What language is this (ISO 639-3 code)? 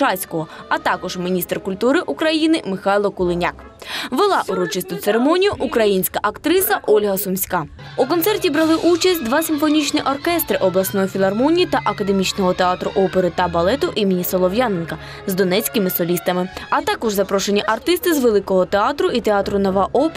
ukr